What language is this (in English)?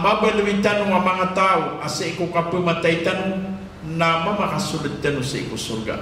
Maranao